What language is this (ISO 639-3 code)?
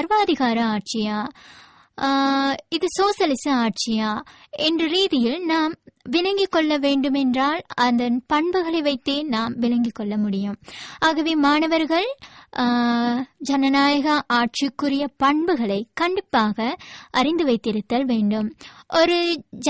tam